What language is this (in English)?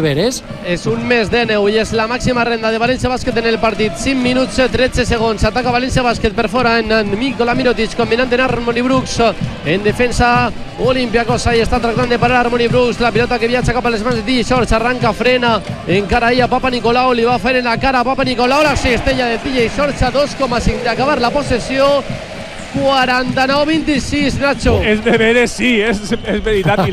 Catalan